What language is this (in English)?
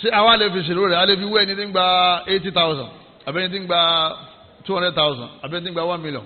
Yoruba